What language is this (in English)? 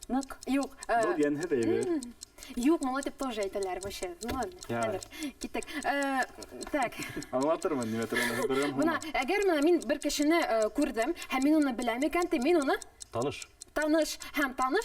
Bashkir